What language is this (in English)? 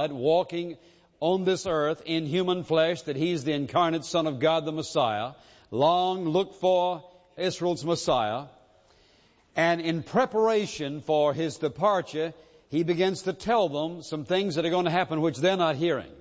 English